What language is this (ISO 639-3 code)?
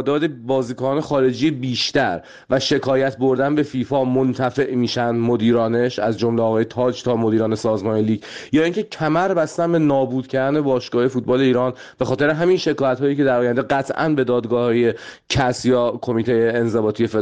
fas